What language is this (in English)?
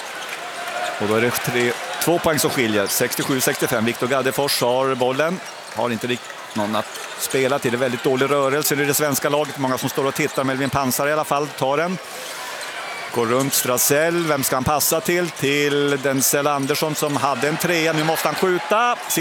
Swedish